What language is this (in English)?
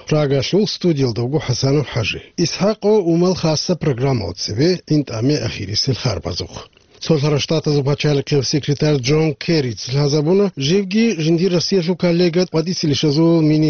Avaric